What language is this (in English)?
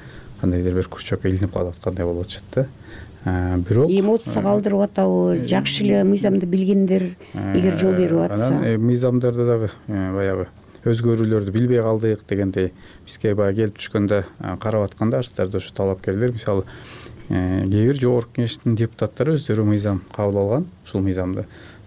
Kyrgyz